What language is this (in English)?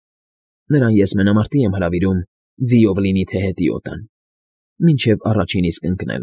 Armenian